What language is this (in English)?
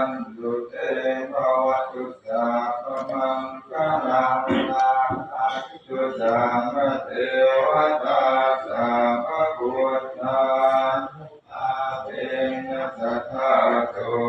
Pali